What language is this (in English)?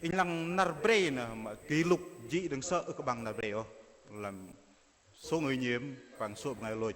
Bahnar